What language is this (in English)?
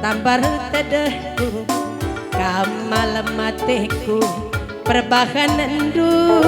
Batak Karo